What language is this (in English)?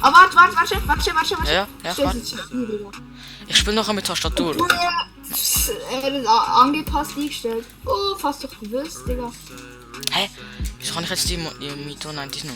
Swiss German